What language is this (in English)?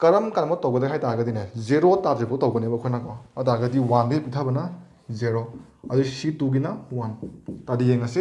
Manipuri